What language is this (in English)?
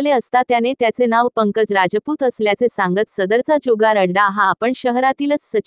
Marathi